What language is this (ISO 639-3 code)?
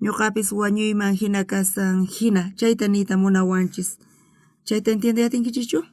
quh